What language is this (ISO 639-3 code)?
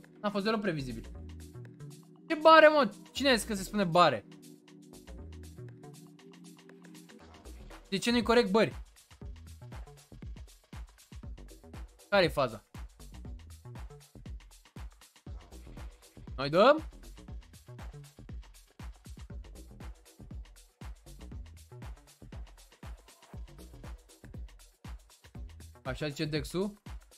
ron